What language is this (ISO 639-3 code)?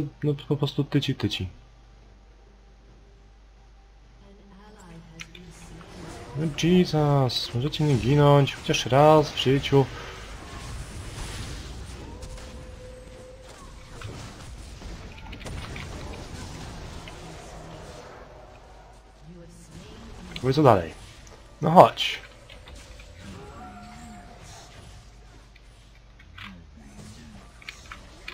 pol